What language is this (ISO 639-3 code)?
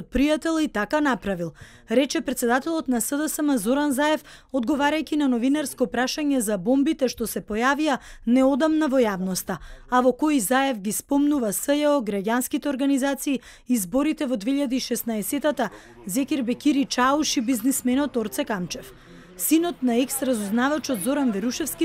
mkd